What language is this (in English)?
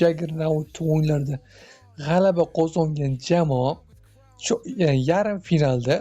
Uzbek